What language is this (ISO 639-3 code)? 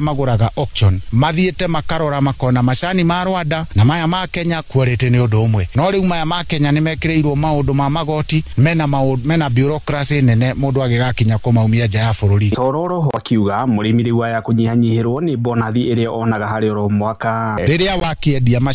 kik